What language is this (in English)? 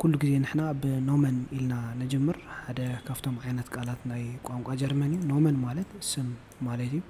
Tigrinya